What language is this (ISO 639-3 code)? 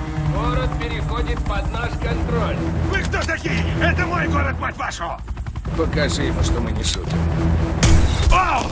rus